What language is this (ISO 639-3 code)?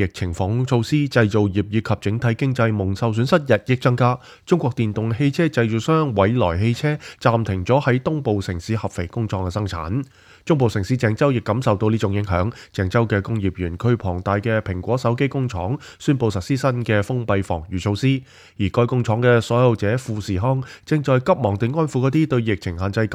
yue